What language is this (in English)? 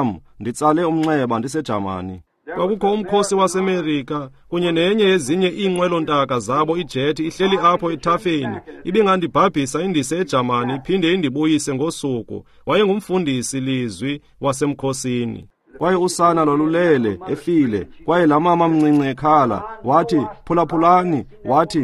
Xhosa